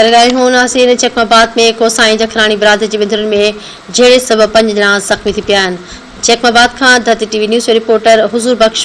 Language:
Sindhi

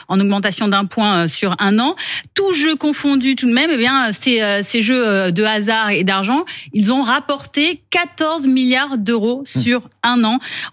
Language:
French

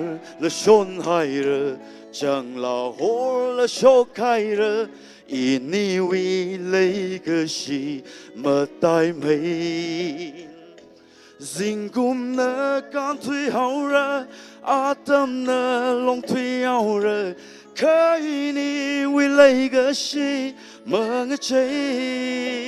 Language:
Tangkhul Naga (India)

